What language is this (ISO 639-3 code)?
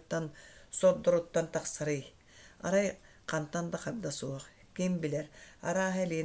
sah